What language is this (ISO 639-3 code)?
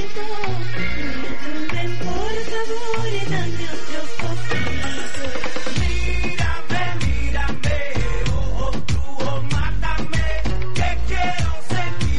spa